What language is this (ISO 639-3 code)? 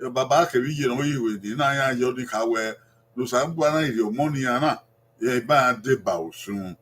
bin